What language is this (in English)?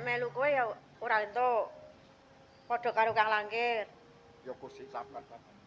Javanese